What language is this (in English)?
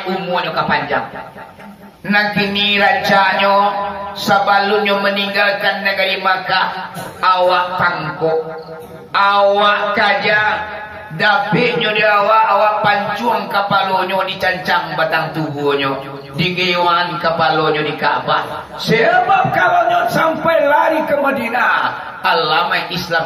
Minangkabau